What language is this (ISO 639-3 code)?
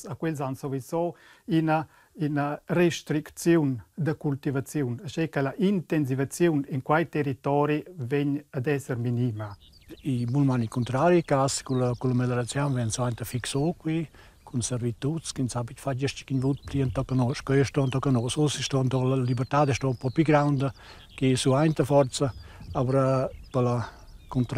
roh